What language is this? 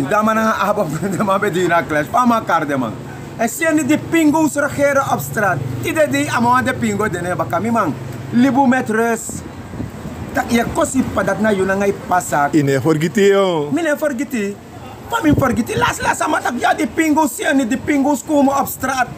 Sranan Tongo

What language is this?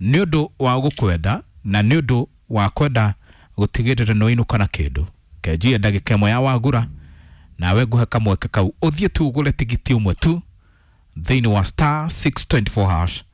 Kikuyu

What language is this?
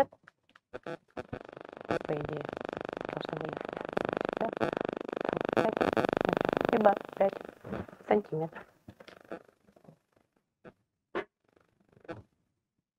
Russian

